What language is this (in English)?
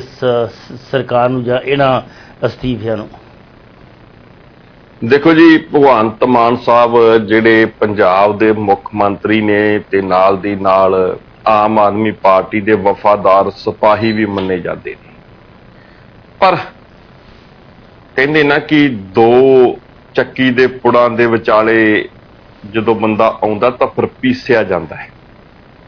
Punjabi